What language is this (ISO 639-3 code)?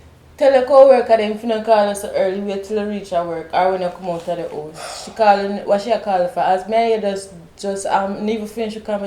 jam